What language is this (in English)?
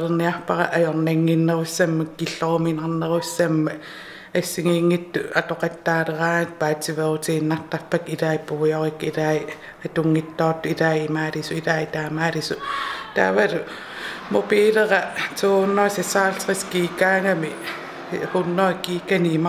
Kalaallisut